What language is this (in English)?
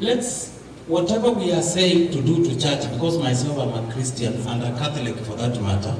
Kamba